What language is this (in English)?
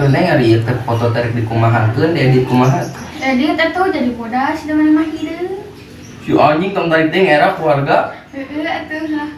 Sundanese